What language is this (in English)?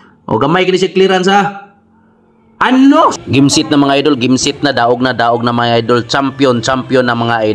Cebuano